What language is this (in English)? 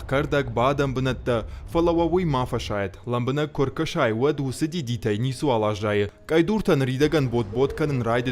Ossetic